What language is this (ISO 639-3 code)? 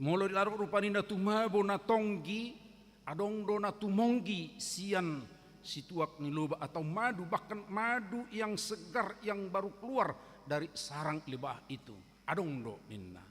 bbc